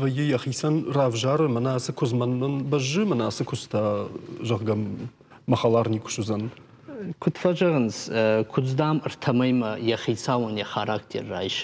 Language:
Ossetic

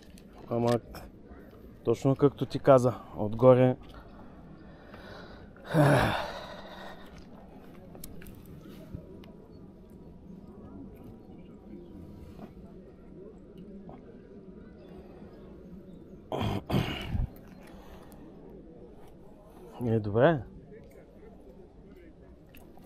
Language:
Bulgarian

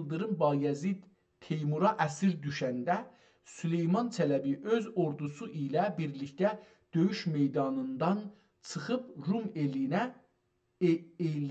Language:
South Azerbaijani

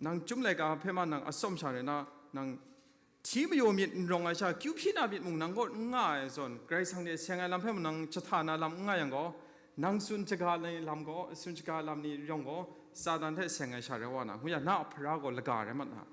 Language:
Kachin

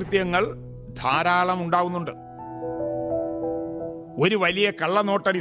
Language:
Malayalam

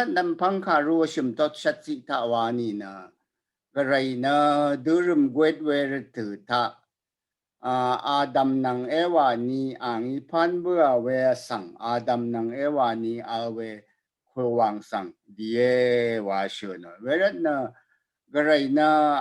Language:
Rawang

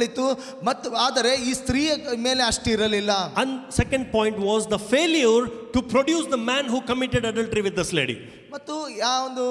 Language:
Kannada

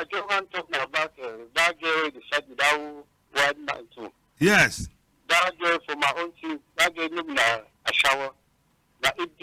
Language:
Cameroon Pidgin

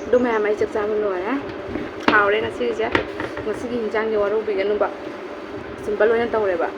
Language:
Manipuri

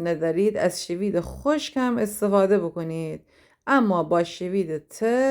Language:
Gilaki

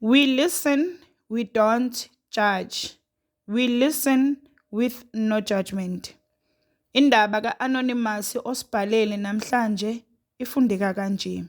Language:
Zulu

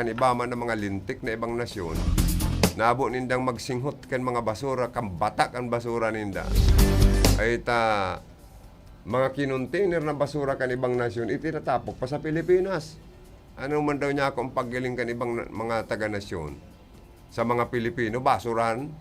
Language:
Bikol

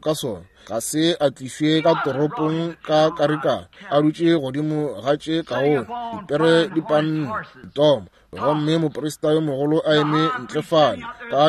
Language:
Northern Sotho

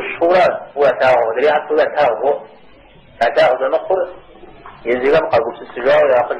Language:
Kabardian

